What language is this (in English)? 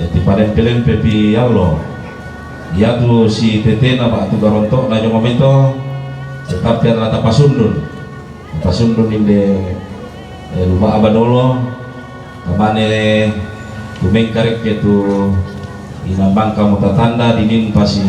Toraja-Sa'dan